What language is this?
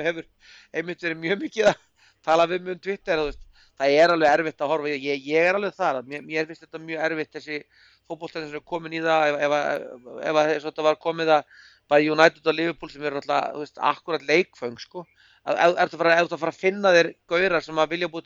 Icelandic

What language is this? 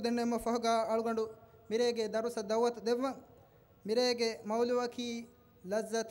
Divehi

